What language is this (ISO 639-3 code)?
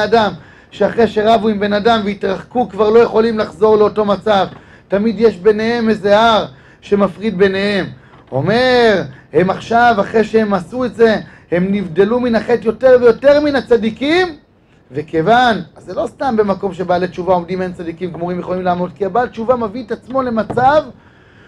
heb